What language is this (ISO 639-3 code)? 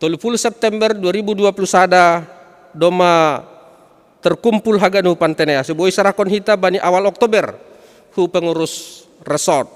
bts